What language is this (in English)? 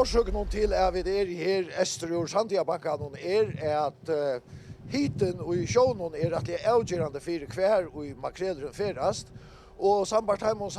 Faroese